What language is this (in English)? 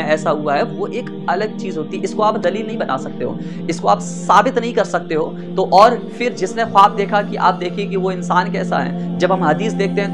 Urdu